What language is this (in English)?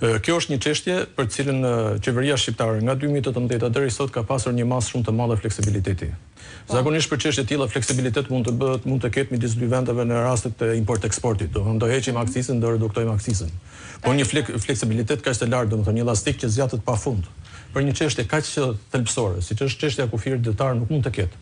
Albanian